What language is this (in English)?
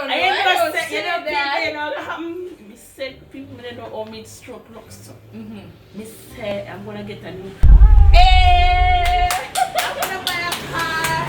Jamaican Creole English